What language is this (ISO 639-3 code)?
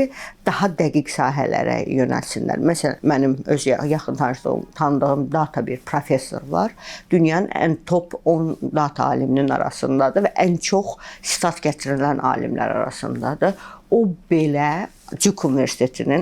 aze